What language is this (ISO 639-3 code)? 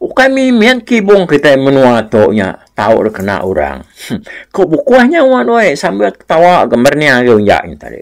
iba